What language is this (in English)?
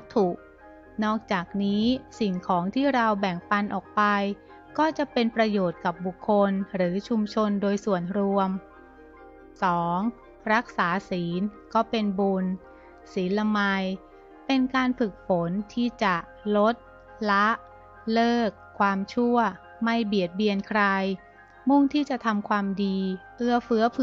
Thai